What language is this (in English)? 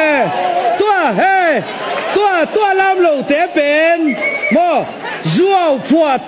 Tedim Chin